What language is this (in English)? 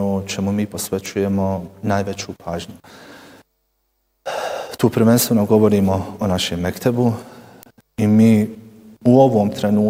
Bosnian